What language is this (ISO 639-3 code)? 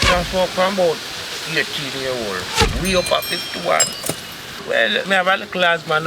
jam